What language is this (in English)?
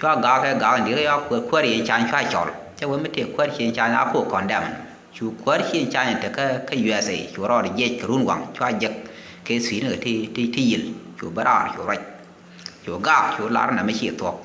Nuer